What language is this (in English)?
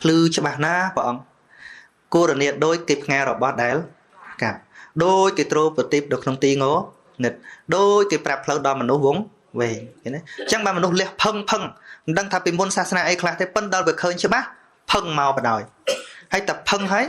Khmer